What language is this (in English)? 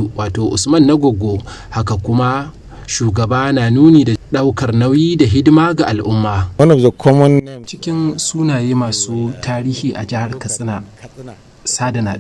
Hausa